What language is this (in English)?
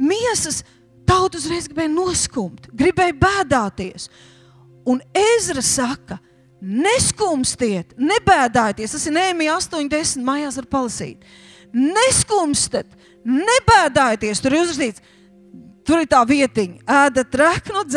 Latvian